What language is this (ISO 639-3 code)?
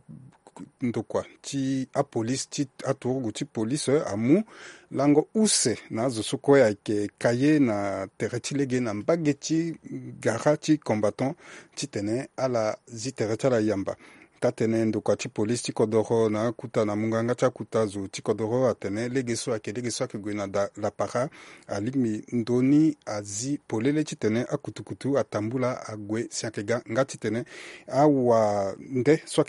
sag